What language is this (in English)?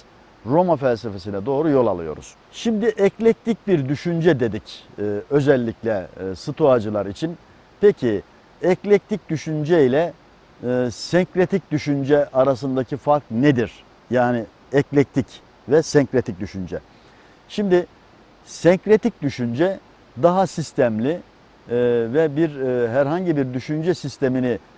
Turkish